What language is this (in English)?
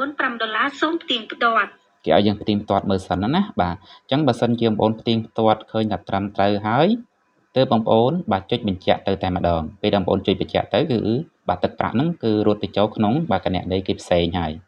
Khmer